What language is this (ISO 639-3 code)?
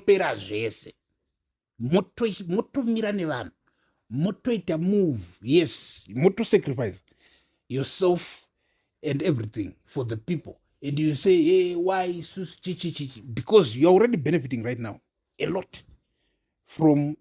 sna